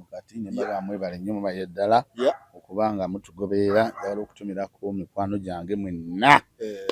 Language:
Ganda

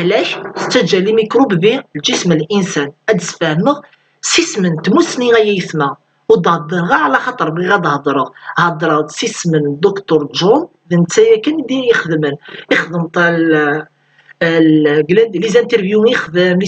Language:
Kabyle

